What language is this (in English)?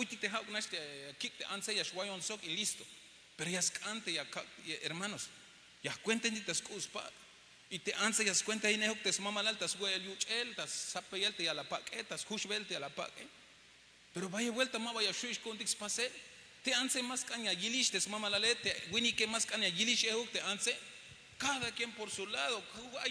Tzeltal